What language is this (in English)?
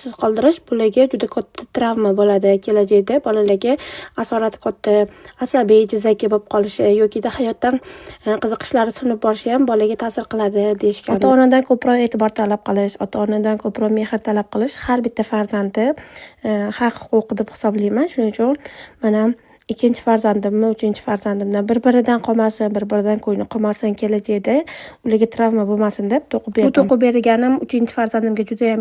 Uzbek